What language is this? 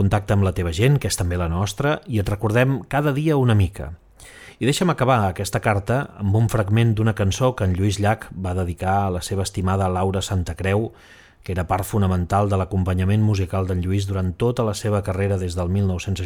Catalan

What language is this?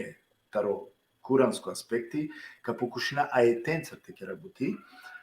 Balkan Romani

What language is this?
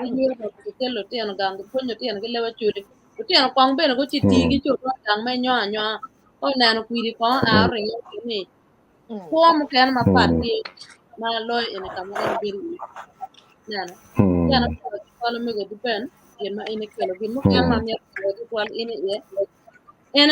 Acoli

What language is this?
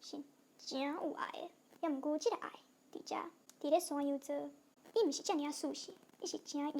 Min Nan Chinese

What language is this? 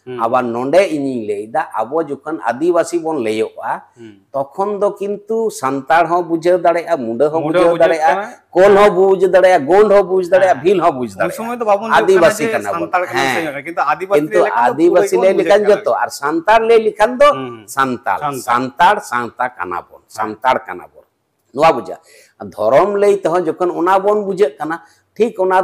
Santali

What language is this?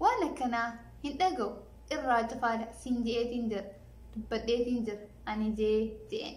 Oromo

